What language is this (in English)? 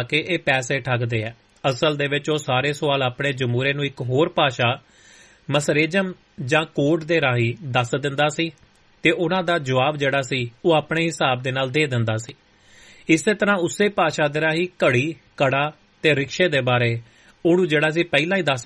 Punjabi